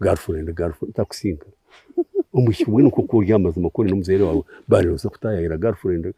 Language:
Nyankole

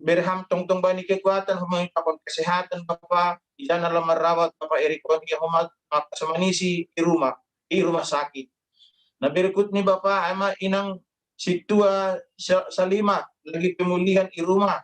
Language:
Batak Simalungun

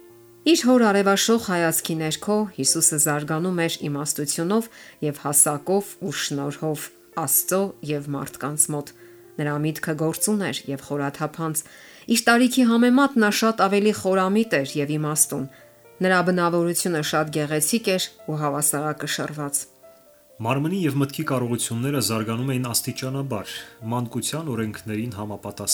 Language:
Armenian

